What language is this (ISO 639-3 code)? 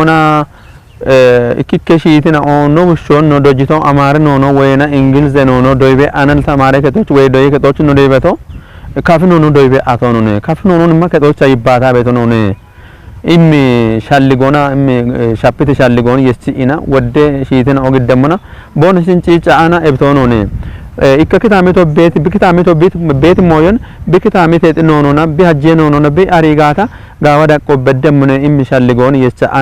kbr